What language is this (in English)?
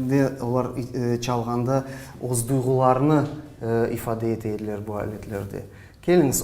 Crimean Tatar